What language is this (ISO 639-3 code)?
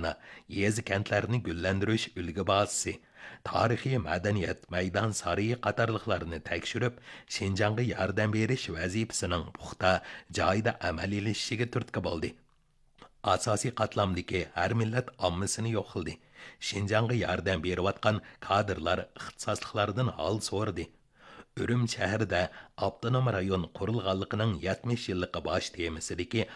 uig